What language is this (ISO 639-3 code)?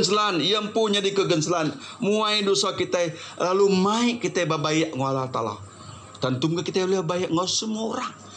iba